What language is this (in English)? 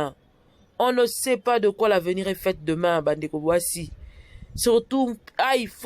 Lingala